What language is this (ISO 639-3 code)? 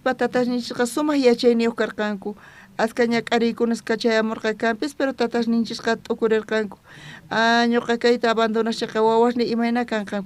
quh